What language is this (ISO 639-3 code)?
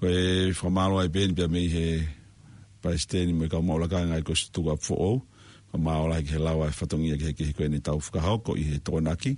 ton